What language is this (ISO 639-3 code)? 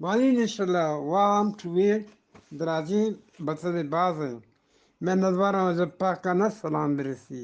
bgp